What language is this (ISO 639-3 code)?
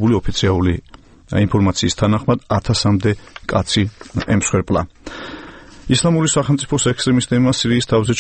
kat